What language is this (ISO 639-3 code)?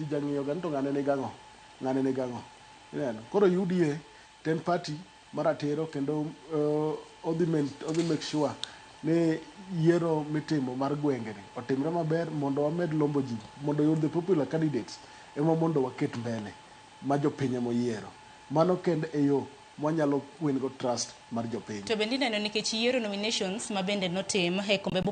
luo